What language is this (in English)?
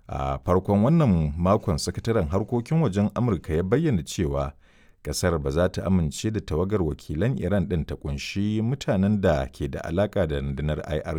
Hausa